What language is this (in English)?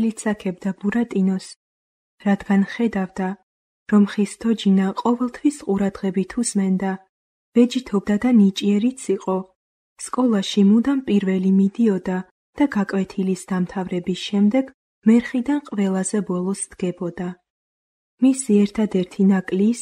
Georgian